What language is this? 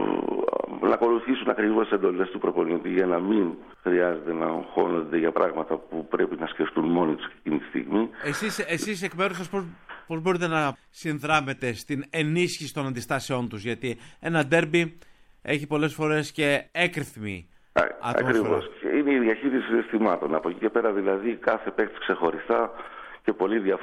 Greek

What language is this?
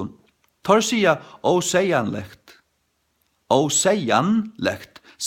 Faroese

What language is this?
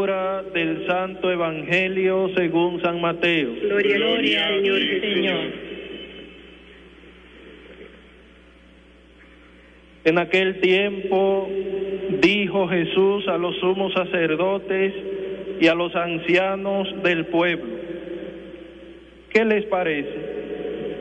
Spanish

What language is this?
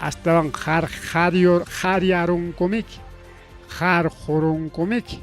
Ayacucho Quechua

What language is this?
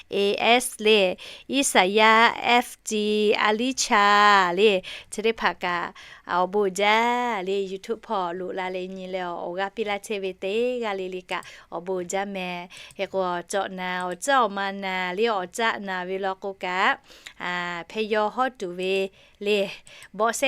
Lahu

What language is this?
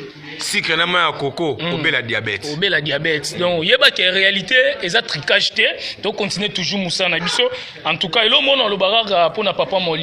Lingala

